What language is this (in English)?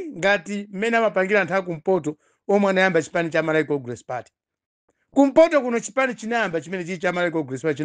Nyanja